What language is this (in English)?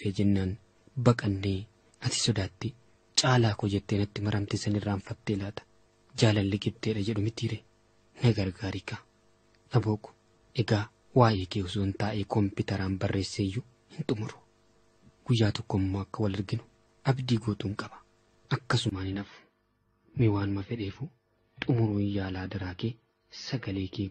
Oromo